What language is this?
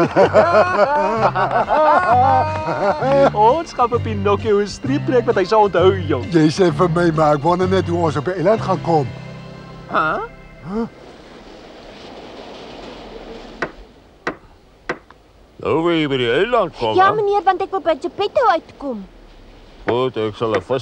Afrikaans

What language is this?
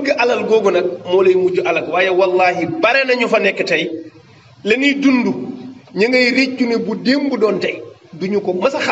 Wolof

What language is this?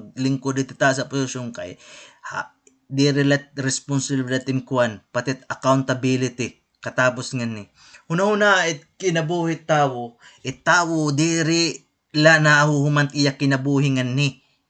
Waray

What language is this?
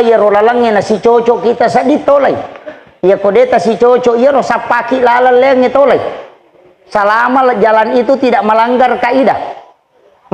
Buginese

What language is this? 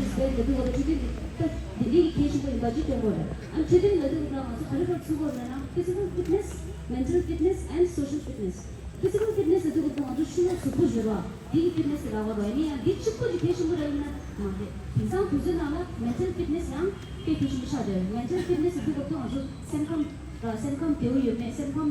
Tibetan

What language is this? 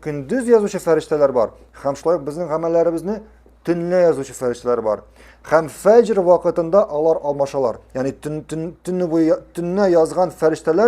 Tatar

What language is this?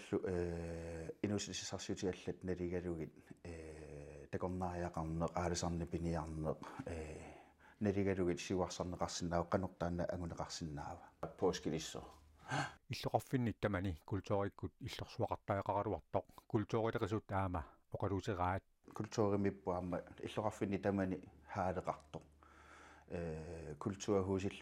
Kalaallisut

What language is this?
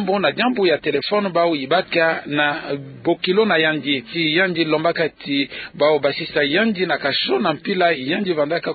Kituba (Democratic Republic of Congo)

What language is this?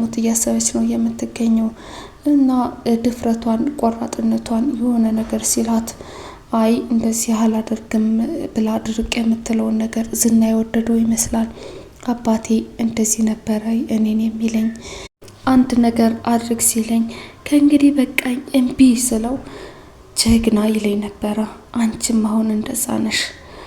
Amharic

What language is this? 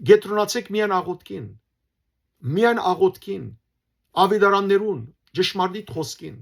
Western Armenian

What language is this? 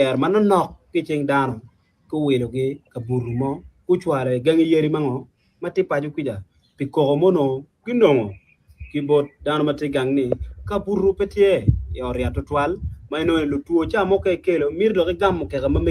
Acoli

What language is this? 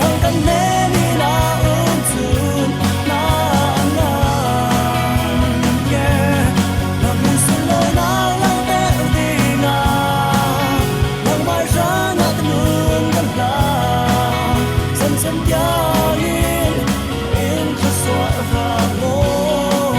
Falam Chin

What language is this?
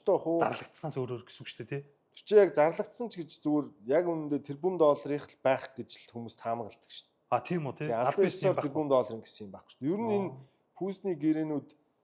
Mongolian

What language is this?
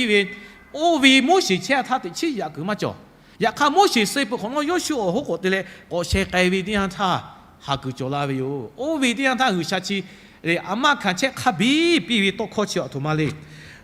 Lahu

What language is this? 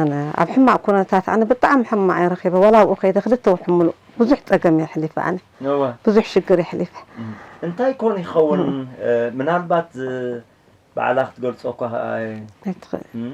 Tigrinya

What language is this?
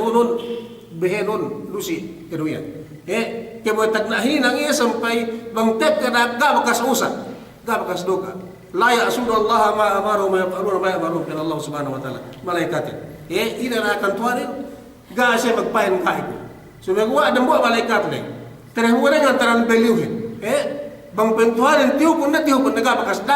Yakan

